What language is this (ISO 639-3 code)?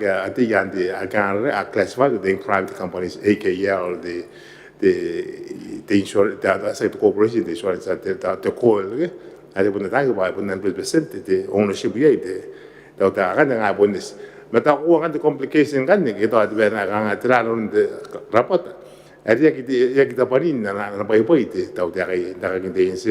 gil